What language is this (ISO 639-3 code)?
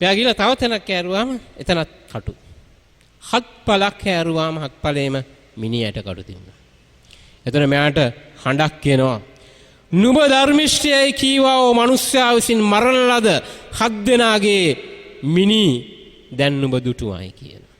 sin